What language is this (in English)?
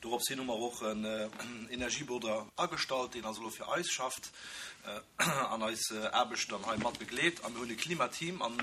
Luxembourgish